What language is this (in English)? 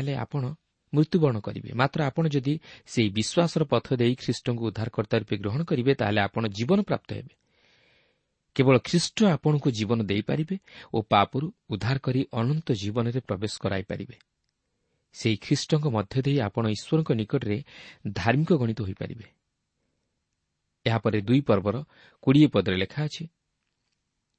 Odia